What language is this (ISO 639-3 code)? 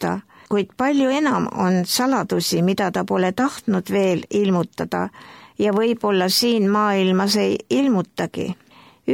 est